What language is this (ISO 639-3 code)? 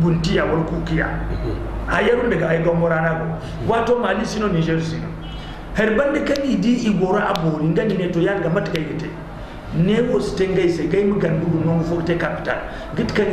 dje